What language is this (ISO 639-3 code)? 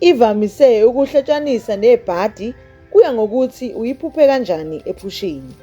zul